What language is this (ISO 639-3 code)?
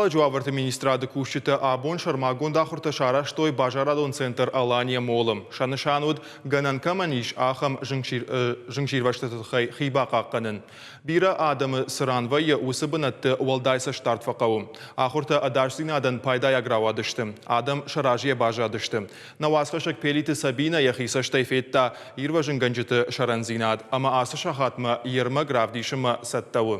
oss